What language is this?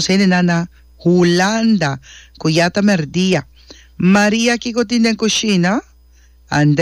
Papiamento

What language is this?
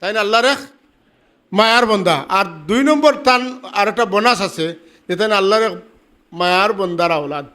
Sylheti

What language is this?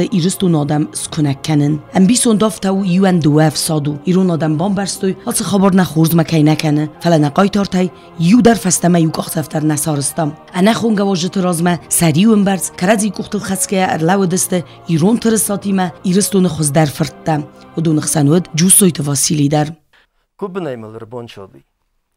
Ossetic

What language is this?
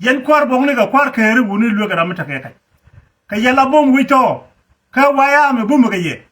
Nuer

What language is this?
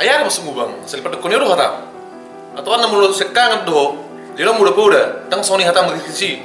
Batak Toba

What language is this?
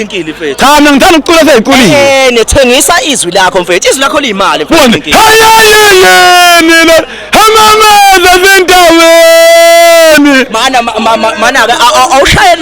Zulu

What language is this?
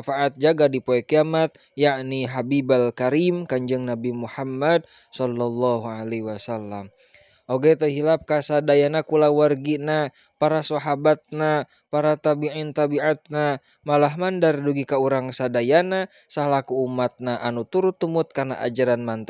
Sundanese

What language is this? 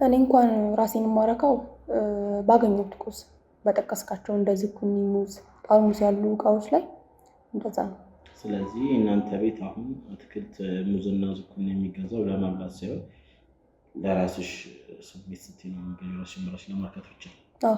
Amharic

